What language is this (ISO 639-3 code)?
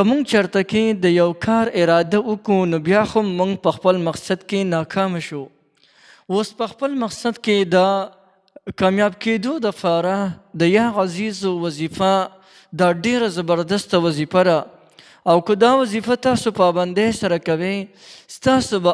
pus